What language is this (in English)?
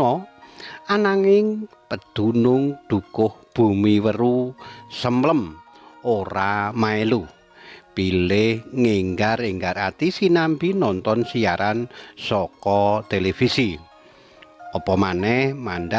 Javanese